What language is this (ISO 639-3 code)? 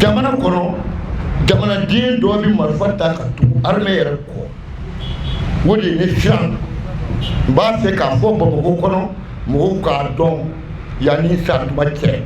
bam